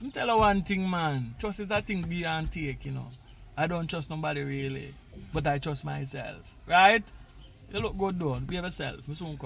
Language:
Jamaican Creole English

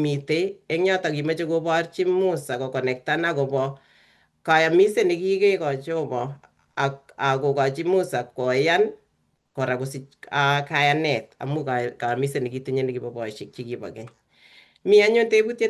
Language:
Kalenjin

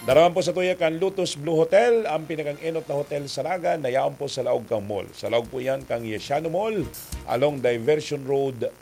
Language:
Bikol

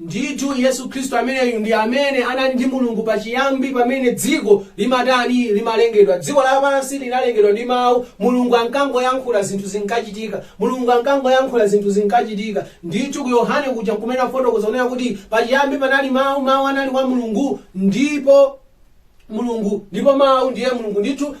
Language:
Nyanja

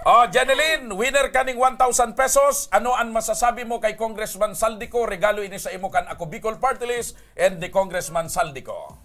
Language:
Bikol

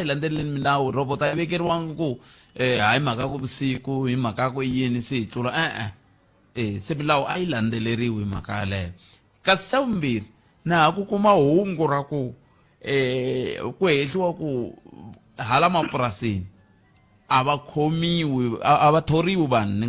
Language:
Tsonga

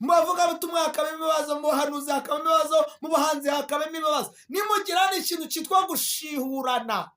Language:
Kinyarwanda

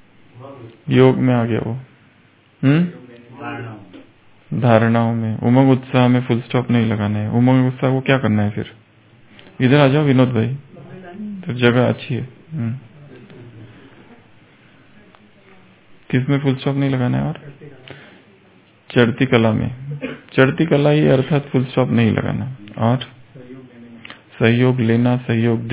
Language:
Hindi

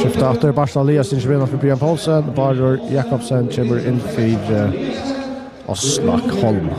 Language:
Faroese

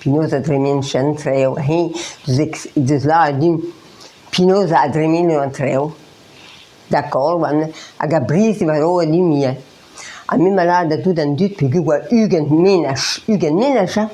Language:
Breton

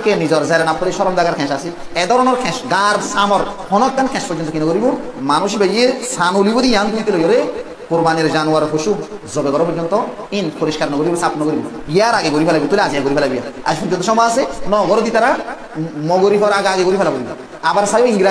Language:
Rohingya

